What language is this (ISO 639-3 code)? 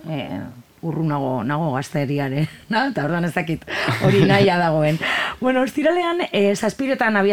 eus